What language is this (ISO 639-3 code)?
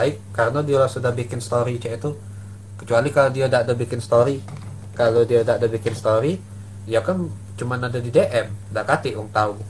mui